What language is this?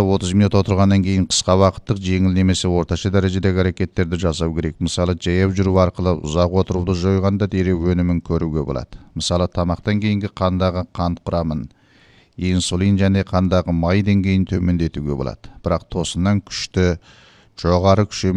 Kazakh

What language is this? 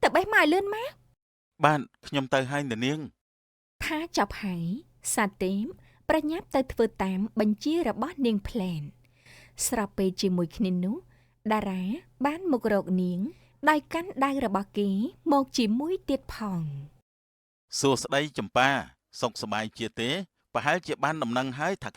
Khmer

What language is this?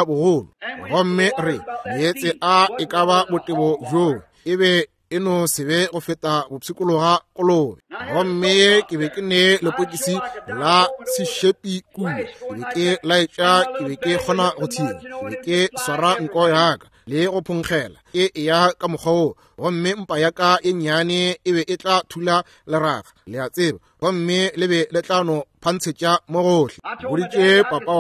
Northern Sotho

